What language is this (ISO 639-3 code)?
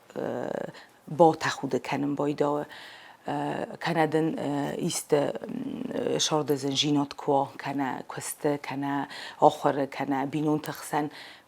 oss